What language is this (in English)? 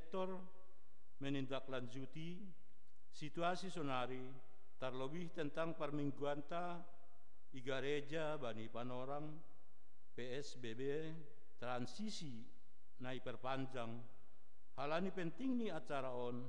Batak Simalungun